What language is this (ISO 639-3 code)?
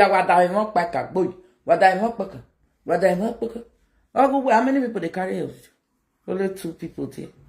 pcm